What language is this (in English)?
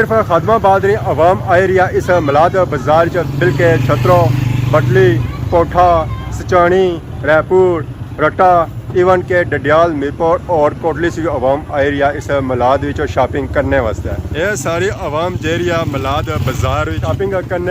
Pahari-Potwari